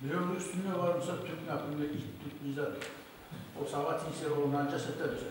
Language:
Kumyk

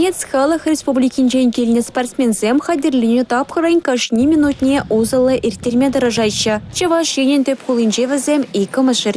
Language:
Chuvash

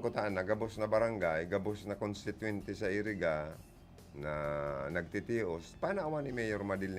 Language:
Bikol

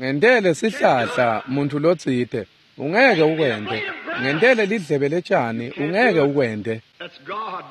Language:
Swati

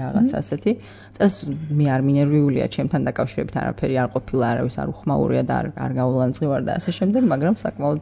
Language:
Georgian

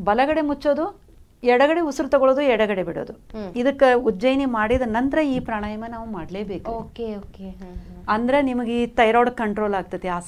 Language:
Kannada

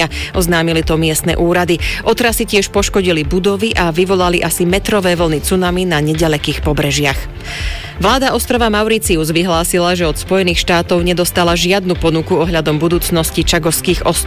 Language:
Slovak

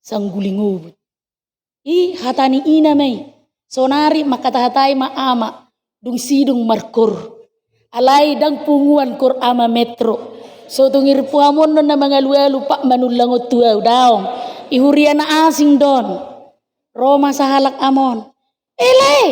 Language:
Batak Toba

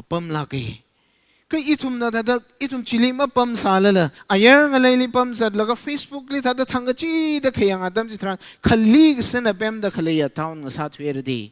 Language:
Tangkhul Naga (India)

